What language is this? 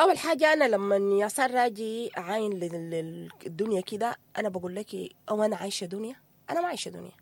Sudanese Arabic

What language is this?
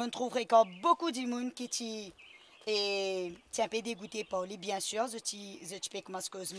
Morisyen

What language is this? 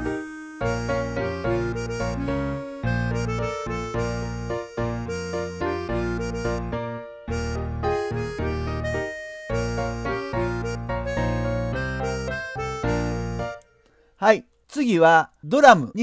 Japanese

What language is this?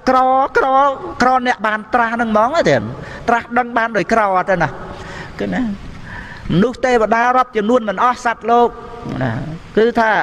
Khmer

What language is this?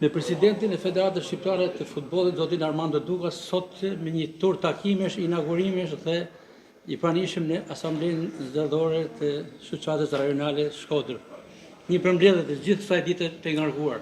Albanian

